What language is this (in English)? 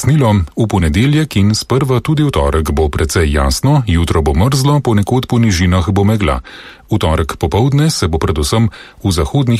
Slovenian